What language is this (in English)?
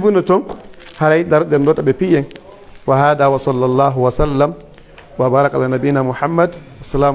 Pular